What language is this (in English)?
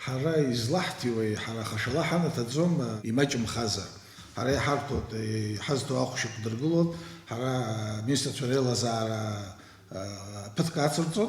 Abkhazian